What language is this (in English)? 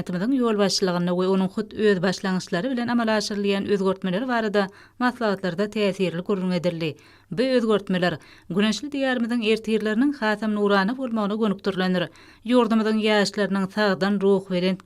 Turkmen